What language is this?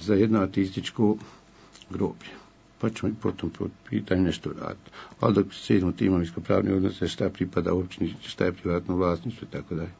Bosnian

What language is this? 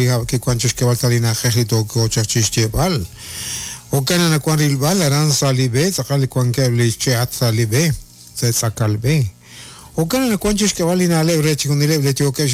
Kekchí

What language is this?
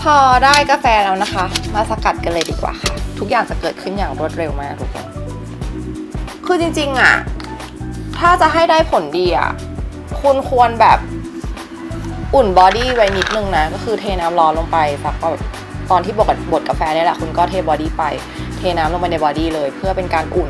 Thai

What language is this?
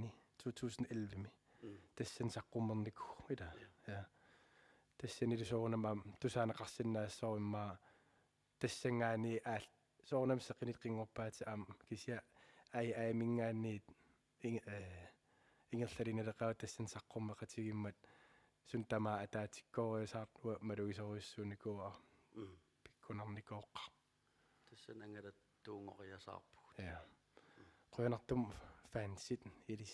Kalaallisut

